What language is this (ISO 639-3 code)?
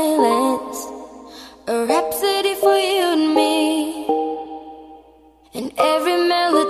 por